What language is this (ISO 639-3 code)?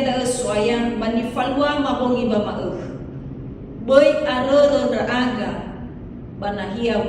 nia